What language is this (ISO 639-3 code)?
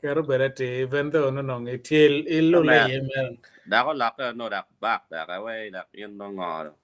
ach